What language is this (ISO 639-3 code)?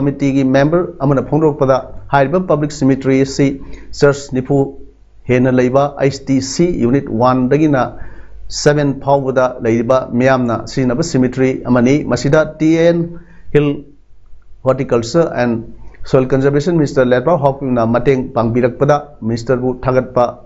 mni